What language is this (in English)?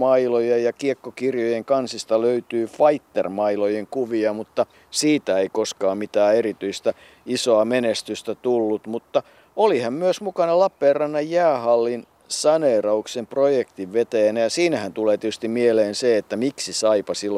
Finnish